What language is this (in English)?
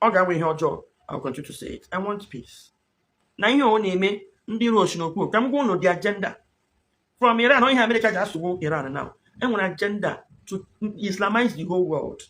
Igbo